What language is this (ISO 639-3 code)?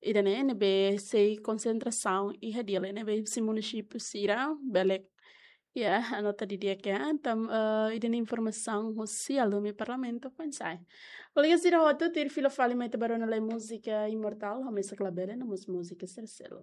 tet